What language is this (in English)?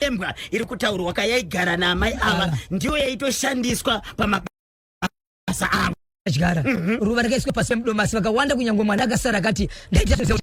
Shona